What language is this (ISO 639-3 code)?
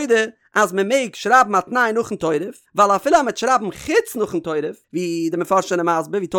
yid